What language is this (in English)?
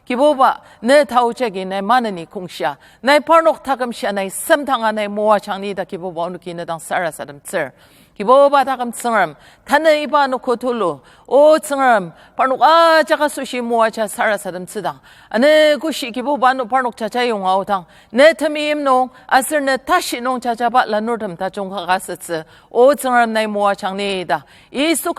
Ao Naga